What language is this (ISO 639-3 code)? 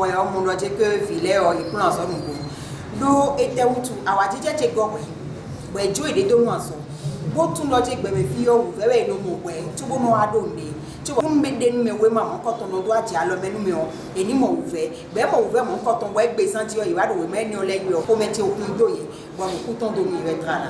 fon